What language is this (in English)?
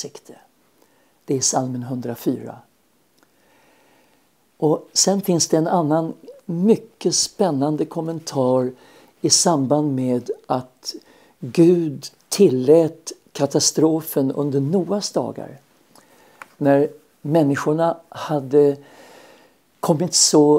Swedish